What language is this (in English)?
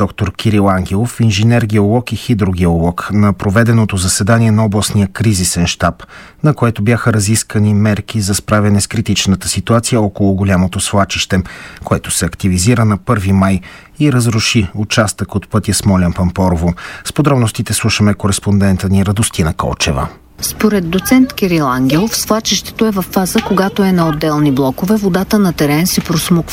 Bulgarian